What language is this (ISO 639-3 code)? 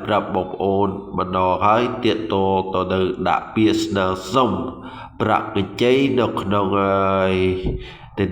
khm